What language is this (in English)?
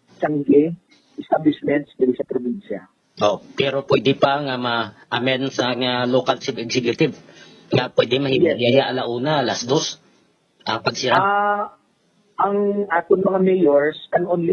Hiligaynon